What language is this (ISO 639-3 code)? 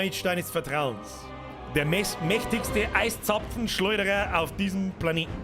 bar